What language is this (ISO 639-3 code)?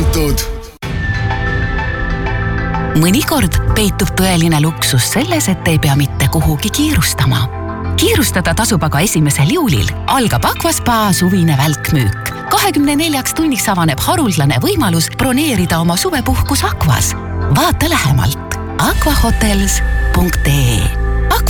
est